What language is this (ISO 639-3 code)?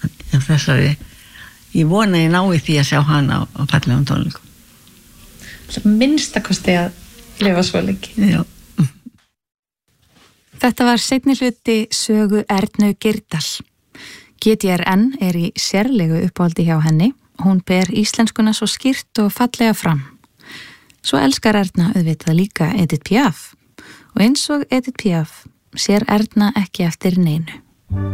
isl